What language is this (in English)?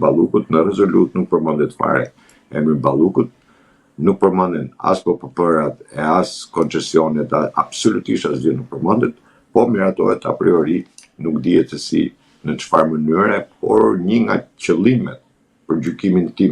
Albanian